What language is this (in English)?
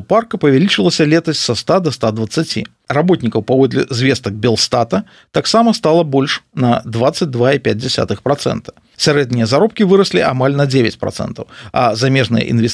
Belarusian